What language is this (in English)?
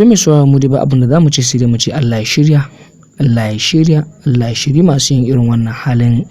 Hausa